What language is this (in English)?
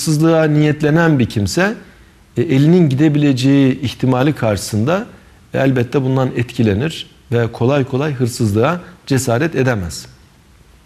Turkish